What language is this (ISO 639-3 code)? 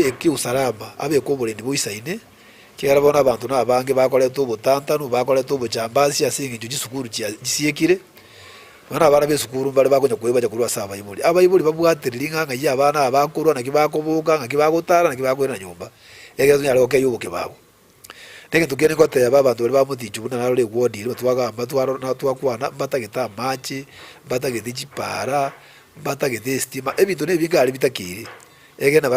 guz